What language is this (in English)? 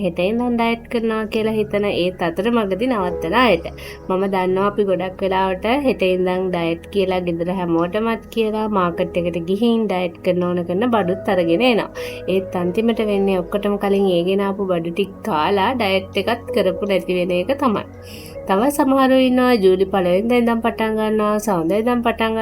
Sinhala